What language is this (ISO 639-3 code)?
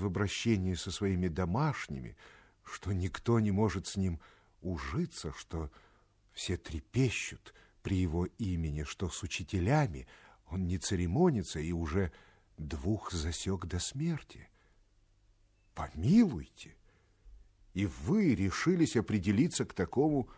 rus